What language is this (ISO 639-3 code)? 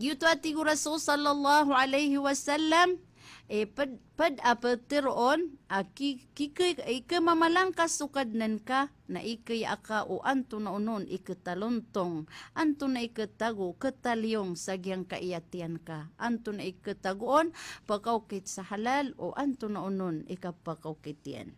mrw